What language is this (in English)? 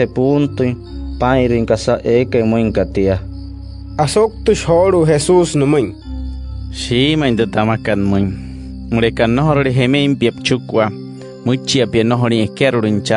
Wayuu